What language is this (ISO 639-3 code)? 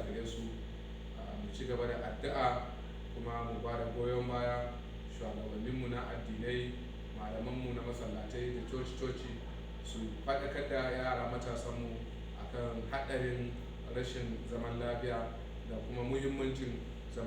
hau